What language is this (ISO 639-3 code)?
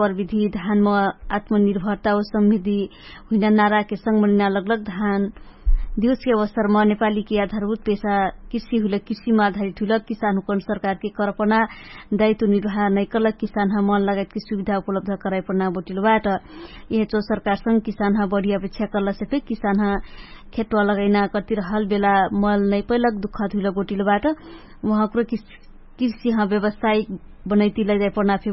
thl